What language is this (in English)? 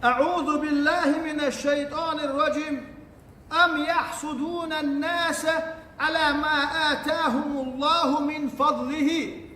Chechen